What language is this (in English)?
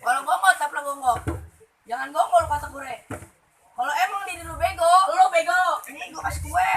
Betawi